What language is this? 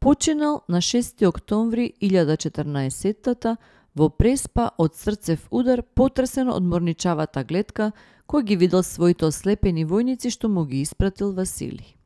Macedonian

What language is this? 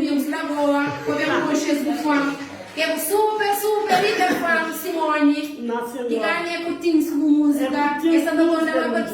Kabuverdianu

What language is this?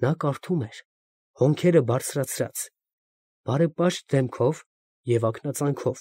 Armenian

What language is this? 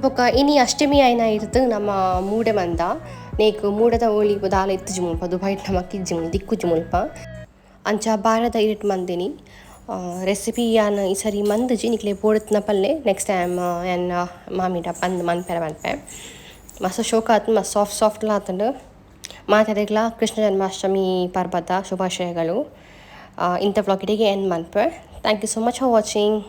Tulu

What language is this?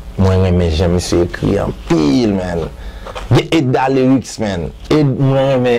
Haitian Creole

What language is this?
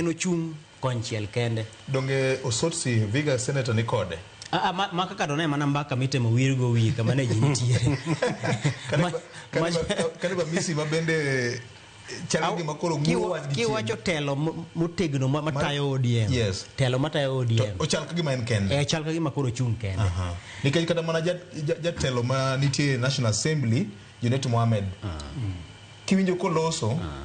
Luo (Kenya and Tanzania)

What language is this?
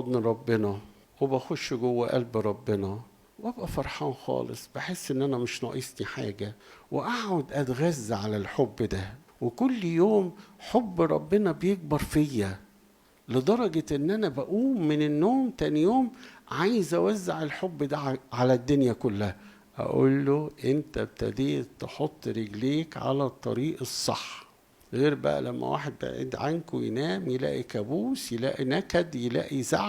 Egyptian Arabic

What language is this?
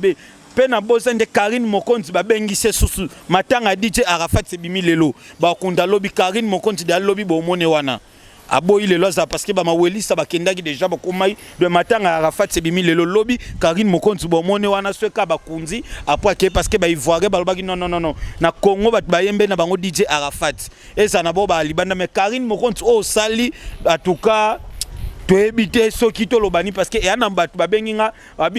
Lingala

